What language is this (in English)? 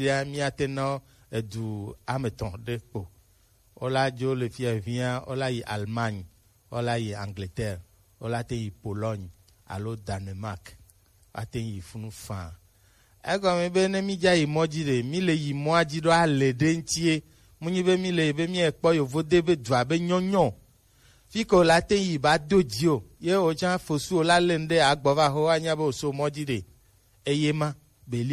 Gen